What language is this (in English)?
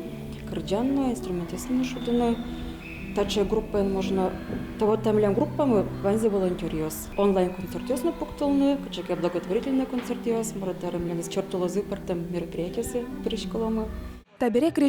Udmurt